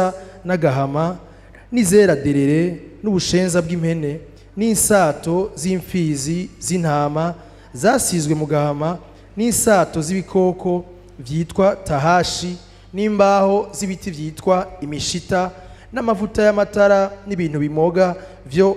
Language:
Rundi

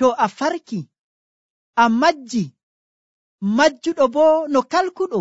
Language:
Nigerian Fulfulde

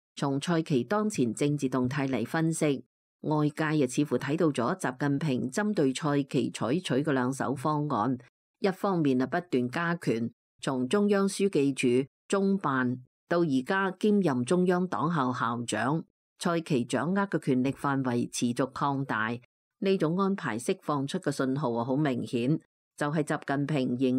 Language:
Cantonese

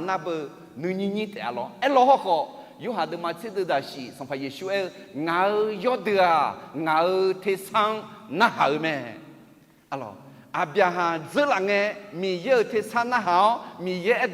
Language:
Akha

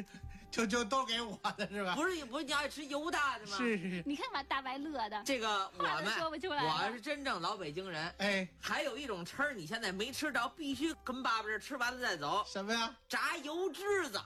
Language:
Chinese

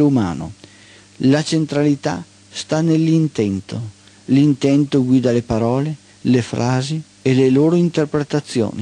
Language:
Italian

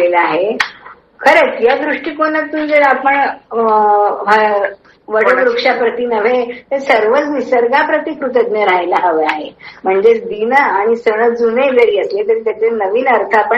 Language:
Marathi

